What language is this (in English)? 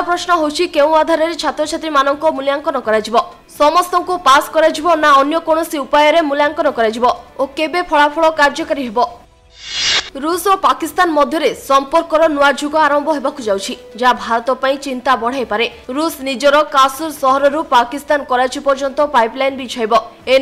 Odia